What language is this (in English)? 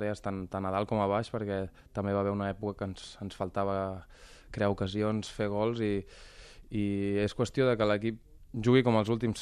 Catalan